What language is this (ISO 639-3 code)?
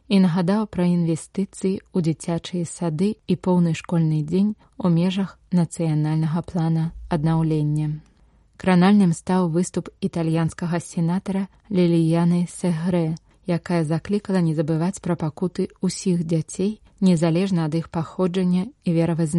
bel